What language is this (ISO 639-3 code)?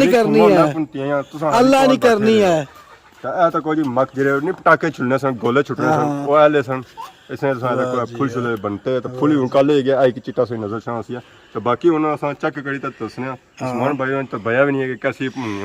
phr